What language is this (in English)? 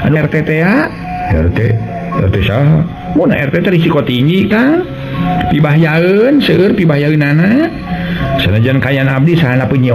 Sundanese